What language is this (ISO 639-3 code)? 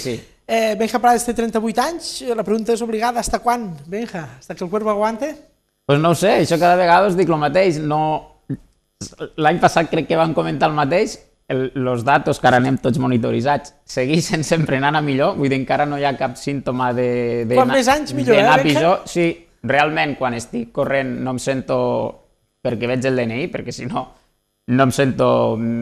cat